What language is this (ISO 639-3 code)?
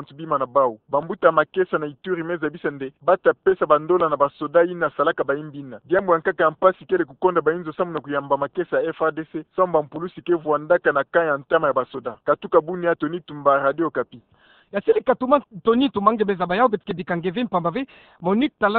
ktu